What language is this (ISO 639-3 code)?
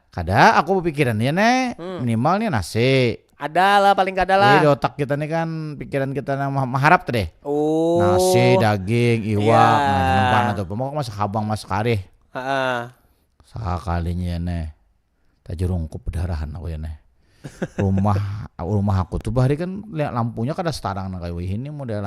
bjn